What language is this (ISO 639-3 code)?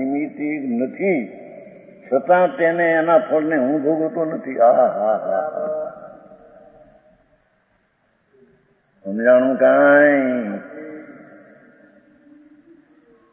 guj